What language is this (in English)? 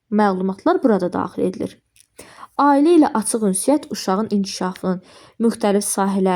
Azerbaijani